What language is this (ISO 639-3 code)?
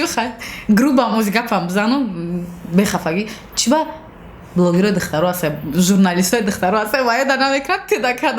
tgk